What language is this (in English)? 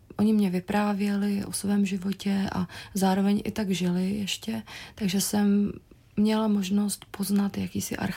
Czech